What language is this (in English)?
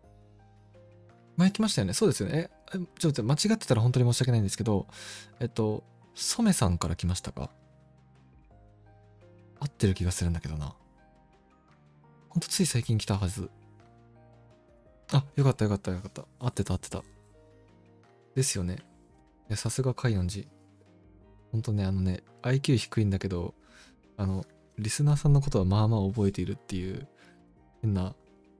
Japanese